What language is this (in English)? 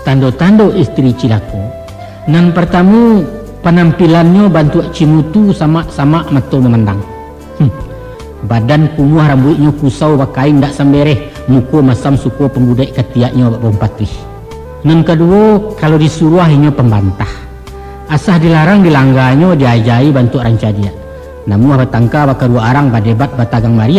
Minangkabau